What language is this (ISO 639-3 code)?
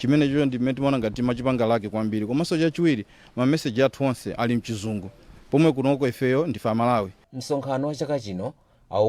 nya